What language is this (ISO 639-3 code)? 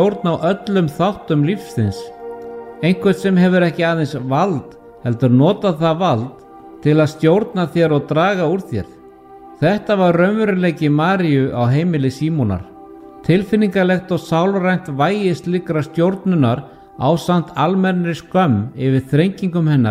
isl